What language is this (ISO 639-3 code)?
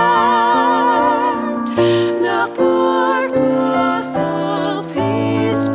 ron